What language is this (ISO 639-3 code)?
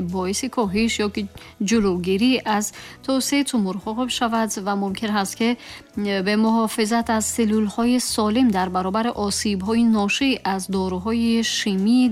tgk